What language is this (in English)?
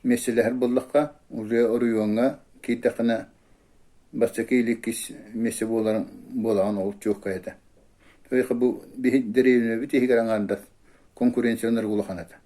Yakut